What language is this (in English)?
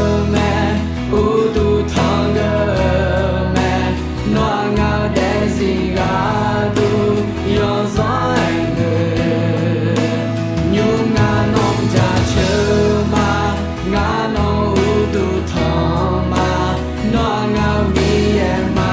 Akha